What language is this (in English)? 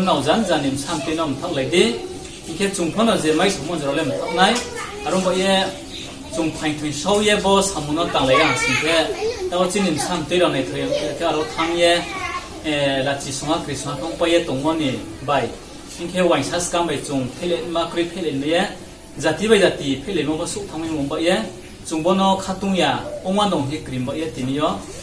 Riang (India)